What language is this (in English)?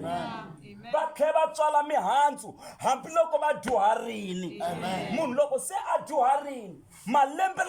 Tsonga